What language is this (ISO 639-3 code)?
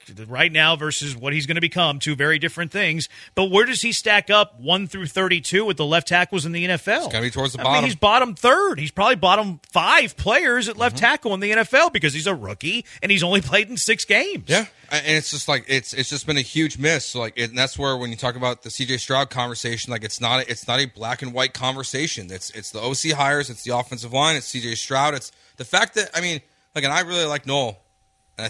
eng